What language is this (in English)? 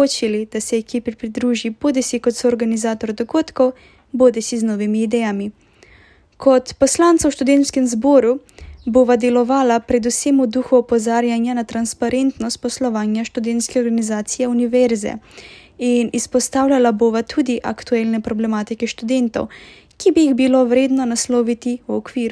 Slovenian